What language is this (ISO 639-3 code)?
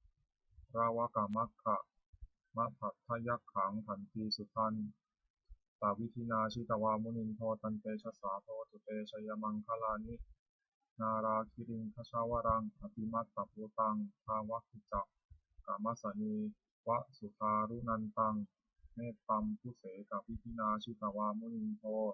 pli